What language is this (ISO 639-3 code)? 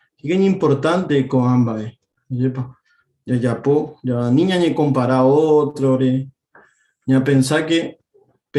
grn